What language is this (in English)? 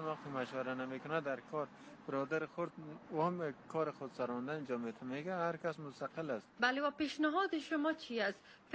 Persian